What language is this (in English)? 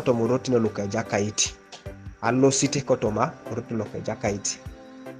Teso